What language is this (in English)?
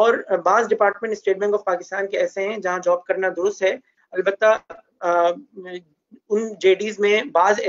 Urdu